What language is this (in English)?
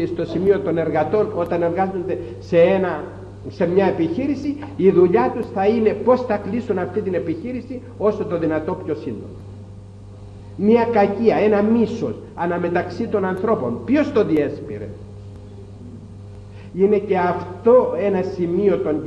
Greek